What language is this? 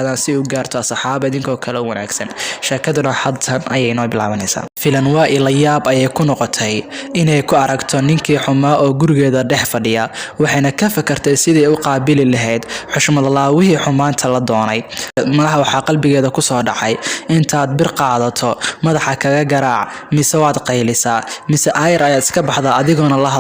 Somali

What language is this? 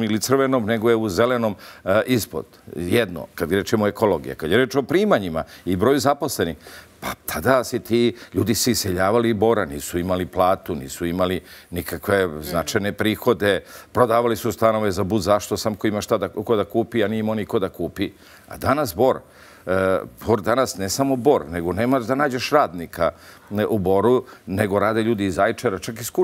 Serbian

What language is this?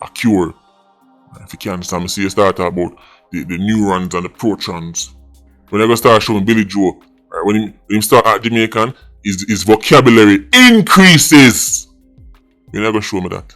Jamaican Creole English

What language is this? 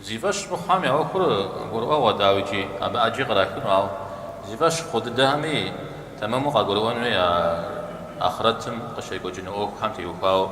Kabardian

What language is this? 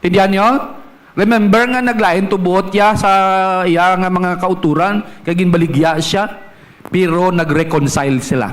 Hiligaynon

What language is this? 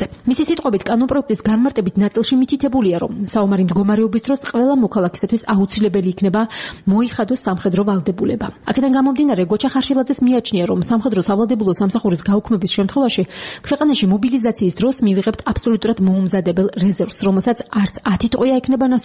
Georgian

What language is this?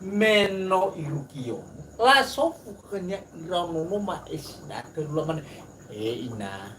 Nias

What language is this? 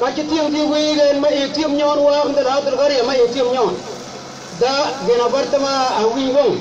Mabaan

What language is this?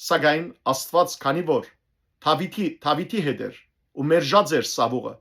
Western Armenian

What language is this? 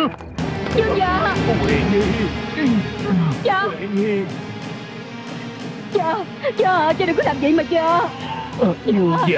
Vietnamese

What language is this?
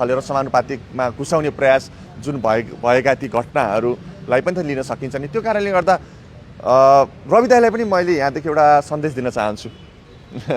Nepali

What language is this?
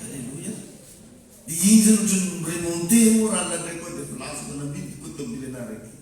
Malagasy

